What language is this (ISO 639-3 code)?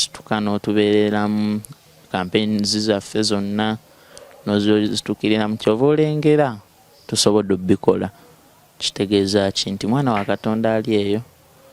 lug